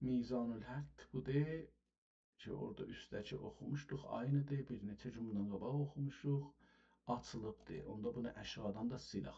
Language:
South Azerbaijani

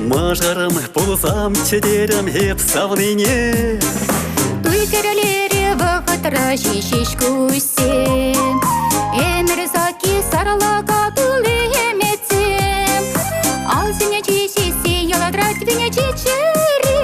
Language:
Chuvash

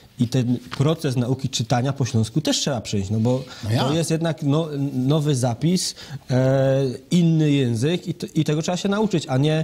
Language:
Silesian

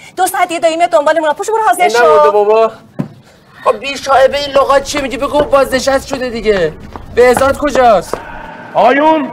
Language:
Persian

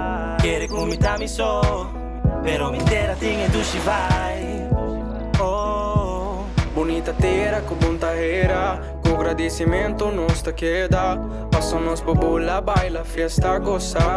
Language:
Papiamento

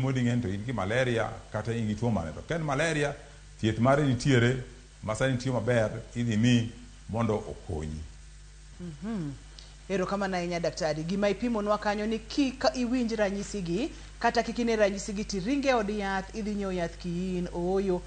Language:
Luo (Kenya and Tanzania)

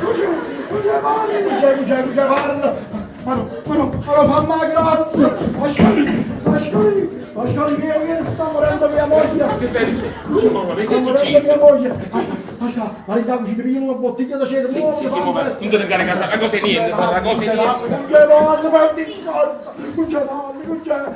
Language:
Neapolitan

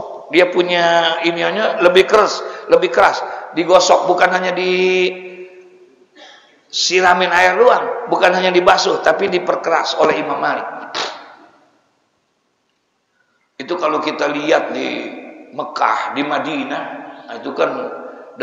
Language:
Indonesian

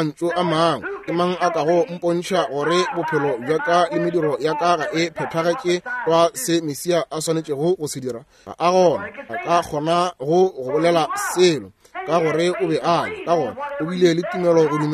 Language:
Northern Sotho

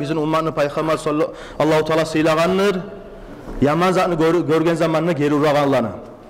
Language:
Kumyk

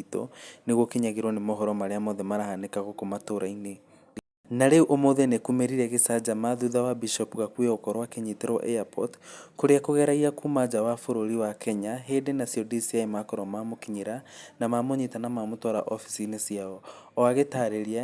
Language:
Kikuyu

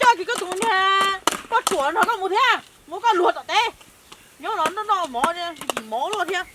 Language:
Hmong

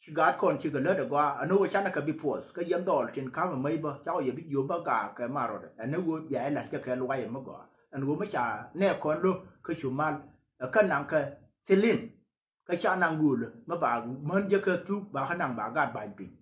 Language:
Nuer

